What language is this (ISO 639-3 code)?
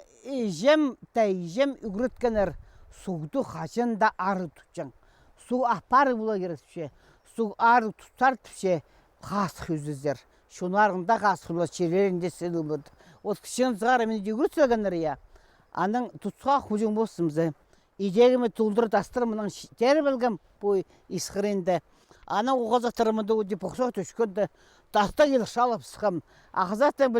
kjh